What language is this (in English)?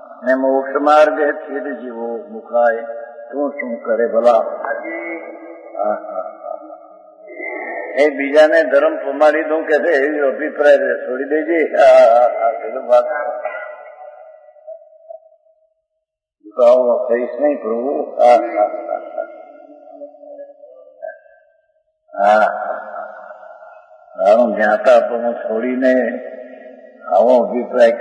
Gujarati